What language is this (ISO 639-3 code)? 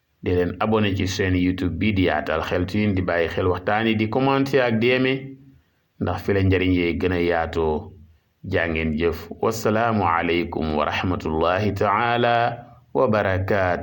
wol